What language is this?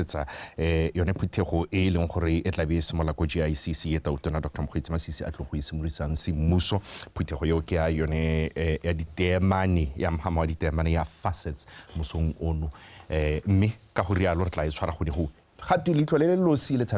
Tswana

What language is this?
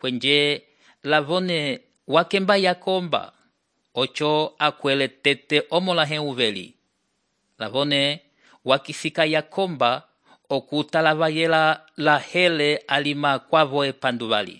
Umbundu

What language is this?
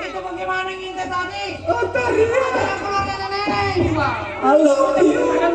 Betawi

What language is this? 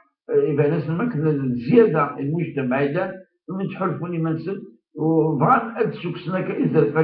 Kabyle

